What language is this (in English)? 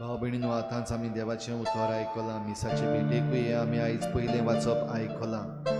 Konkani